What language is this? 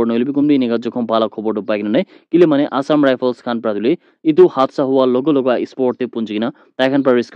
Naga Pidgin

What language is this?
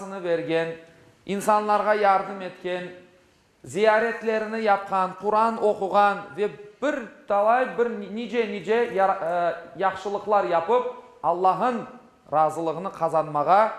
Crimean Tatar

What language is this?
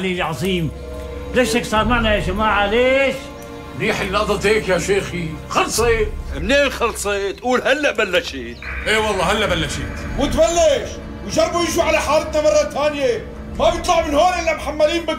North Levantine Arabic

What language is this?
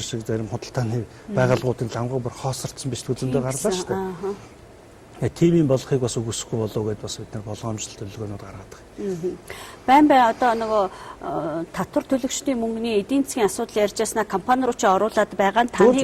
Mongolian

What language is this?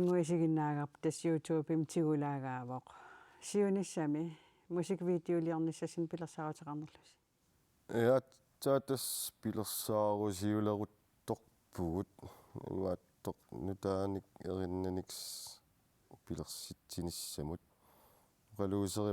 Kalaallisut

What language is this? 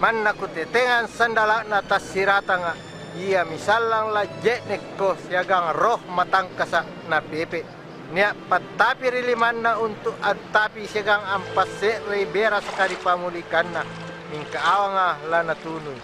Makasar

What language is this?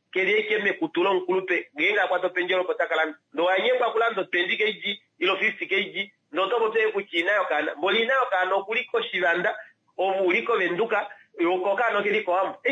Kuanyama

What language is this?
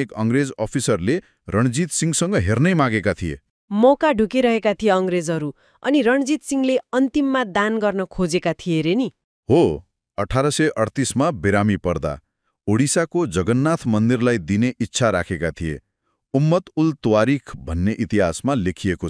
Nepali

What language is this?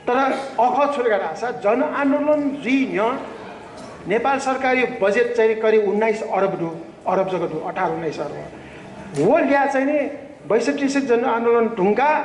Newari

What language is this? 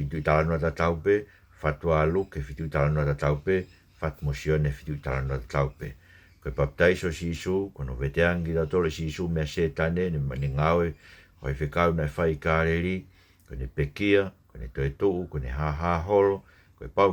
Tongan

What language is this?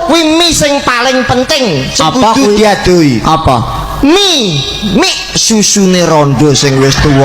Javanese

